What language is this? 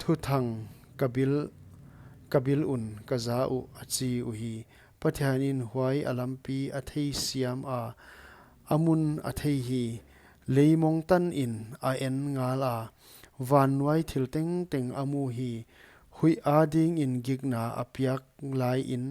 Paite Chin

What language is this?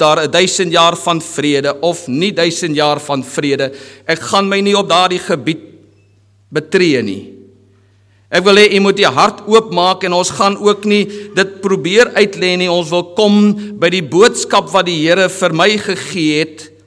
Afrikaans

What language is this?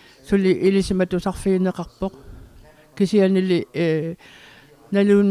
Kalaallisut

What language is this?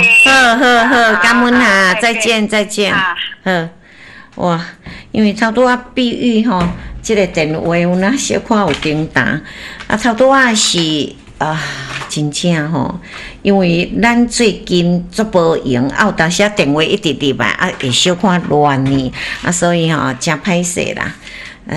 Min Nan Chinese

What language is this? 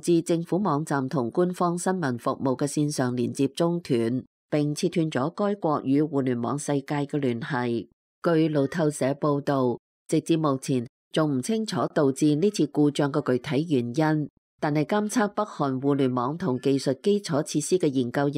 Cantonese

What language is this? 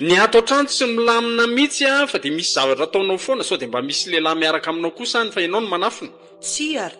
Malagasy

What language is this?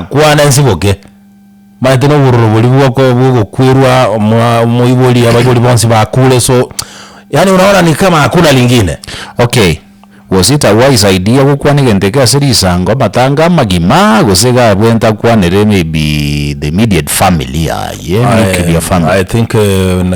Gusii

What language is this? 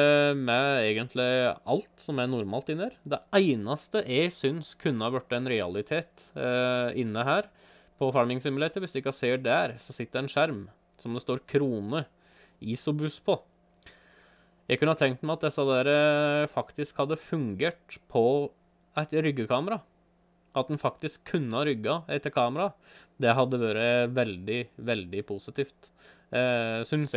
Norwegian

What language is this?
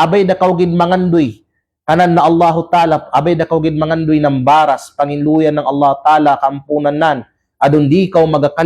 Kalagan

